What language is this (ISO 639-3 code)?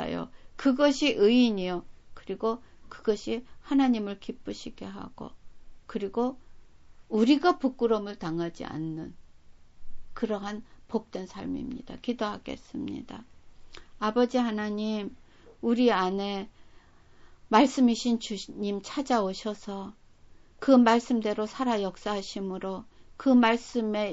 kor